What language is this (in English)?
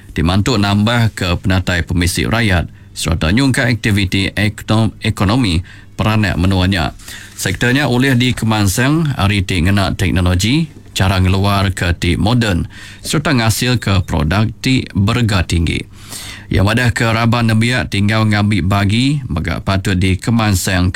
Iban